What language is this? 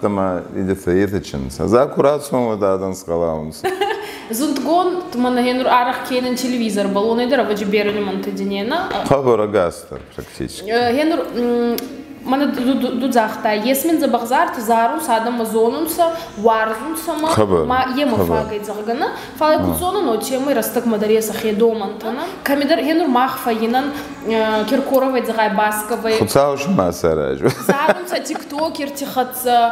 Ossetic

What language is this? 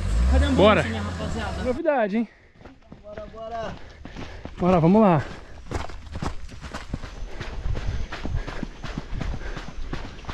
Portuguese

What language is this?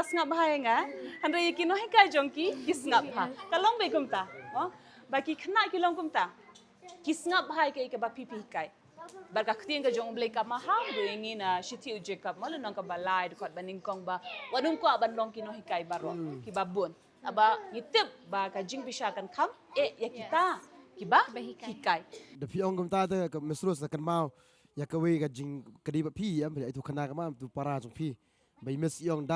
Khasi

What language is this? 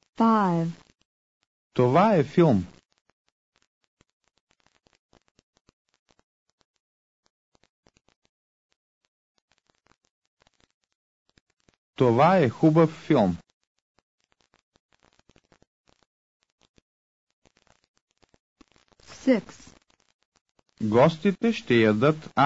Bulgarian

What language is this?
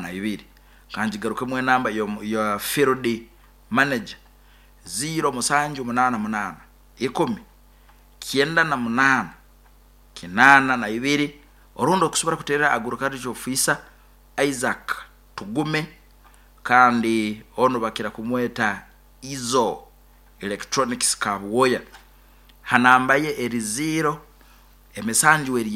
Nyankole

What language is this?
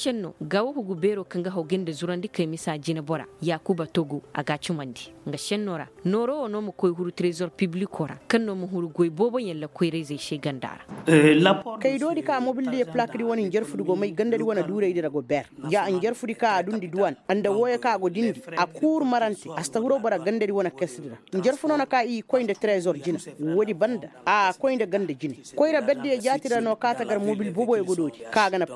Koyraboro Senni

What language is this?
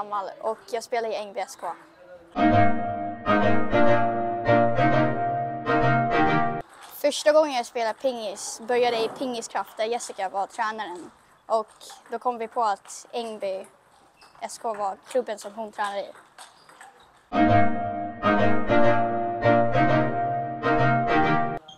Swedish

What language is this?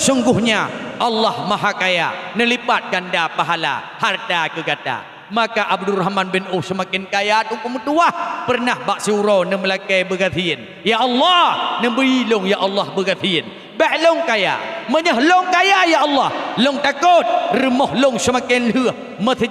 Achinese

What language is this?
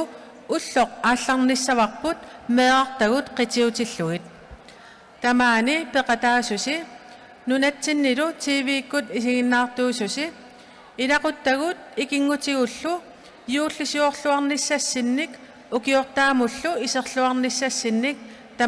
Kalaallisut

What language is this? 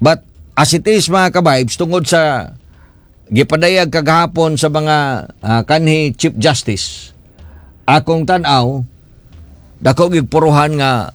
Cebuano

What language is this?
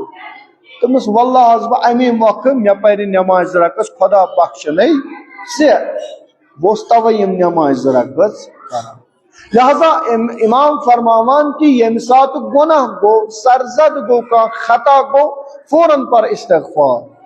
Kashmiri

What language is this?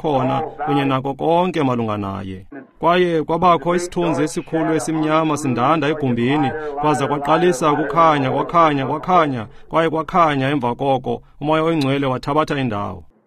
Xhosa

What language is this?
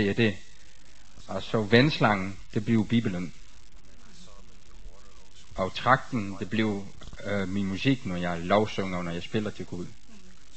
Danish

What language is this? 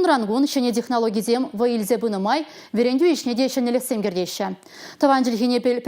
Chuvash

